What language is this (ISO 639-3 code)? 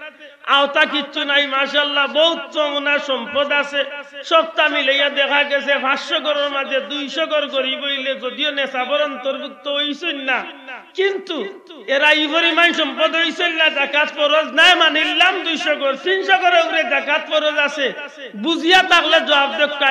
syl